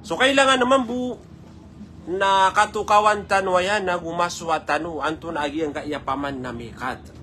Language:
Maranao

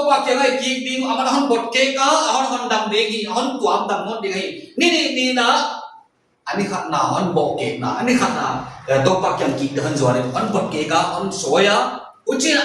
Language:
Paite Chin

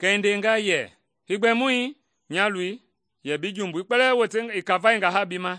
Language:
Mende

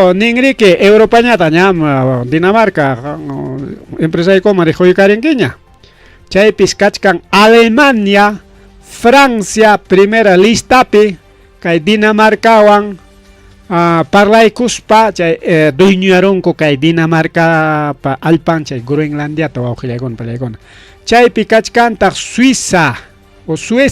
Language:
Ayacucho Quechua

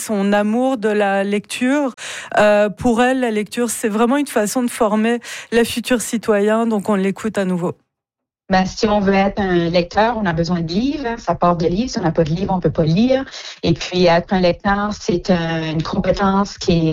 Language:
French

